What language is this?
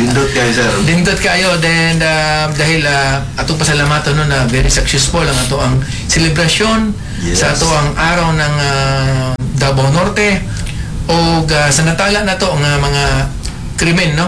Cebuano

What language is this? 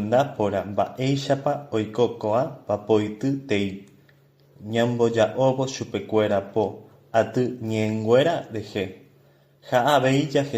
Guarani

